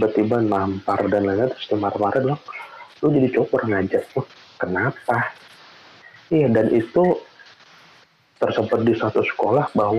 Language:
Indonesian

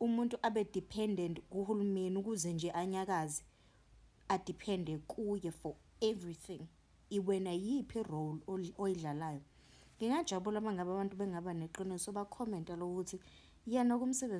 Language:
Zulu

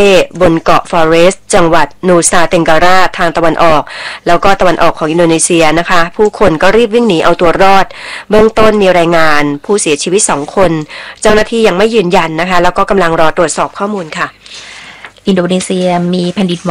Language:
Thai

